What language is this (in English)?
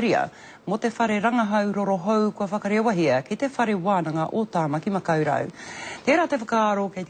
Māori